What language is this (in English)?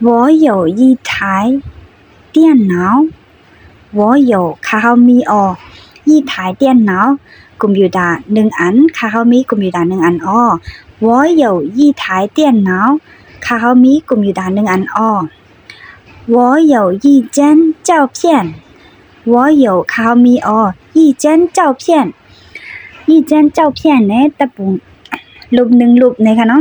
Shan